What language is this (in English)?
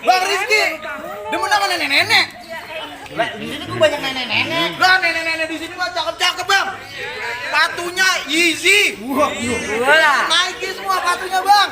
Betawi